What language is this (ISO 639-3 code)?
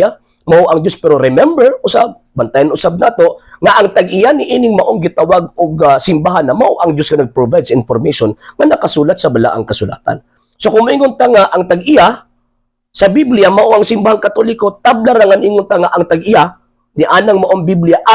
ceb